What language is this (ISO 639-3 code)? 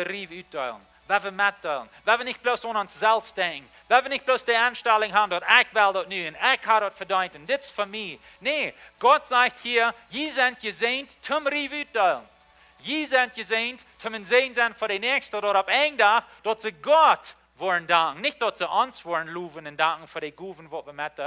pdt